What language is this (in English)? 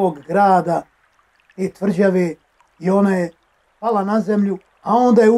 Bosnian